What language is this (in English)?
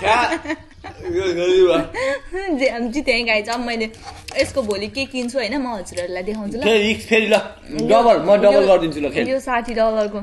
Nepali